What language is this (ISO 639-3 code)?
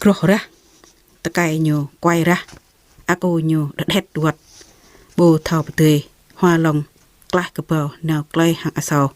jra